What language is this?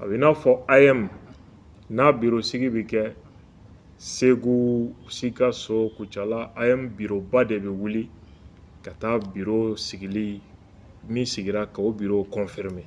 Bambara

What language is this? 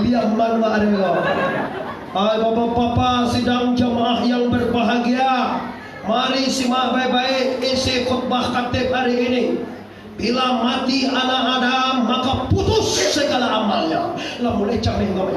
Minangkabau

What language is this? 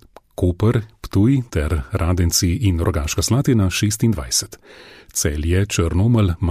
Slovenian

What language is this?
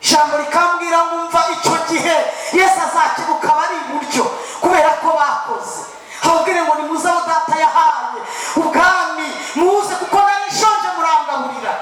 Kinyarwanda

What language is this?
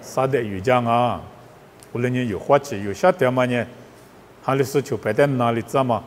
Lisu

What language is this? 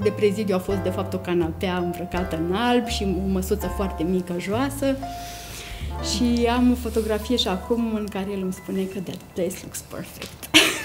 Romanian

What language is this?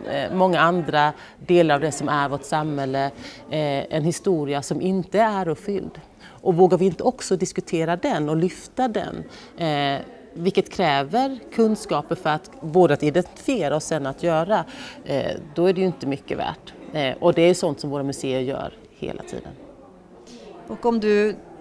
Swedish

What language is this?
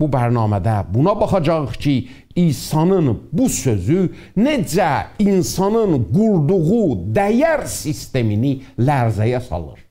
South Azerbaijani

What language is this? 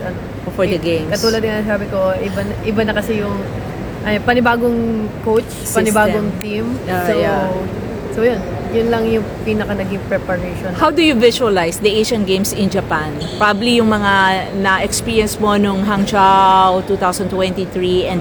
Filipino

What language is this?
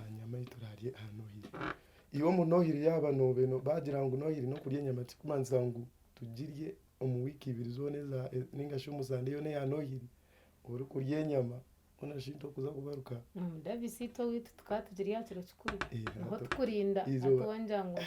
Nyankole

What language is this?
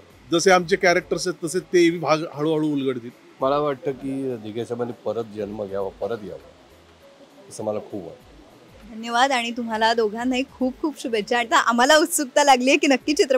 Marathi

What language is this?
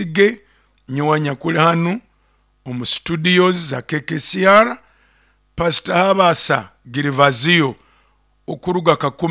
Nyoro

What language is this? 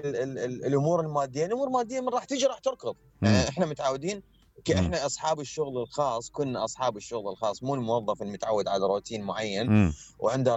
Mesopotamian Arabic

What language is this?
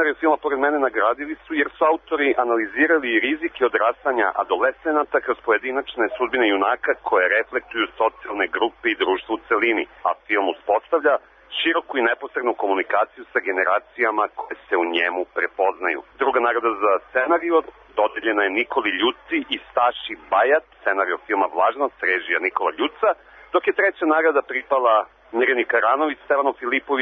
Serbian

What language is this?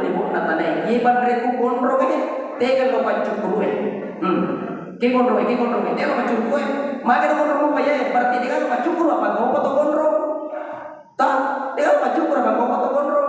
Buginese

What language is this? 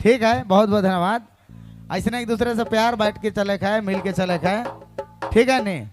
Sadri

